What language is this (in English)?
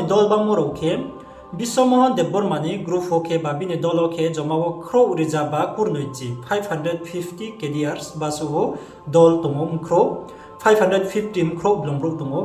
Riang (India)